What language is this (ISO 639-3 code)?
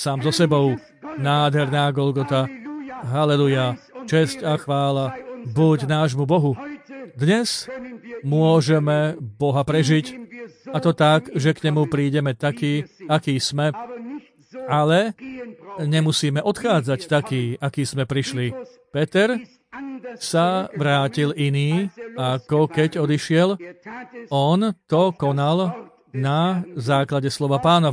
slk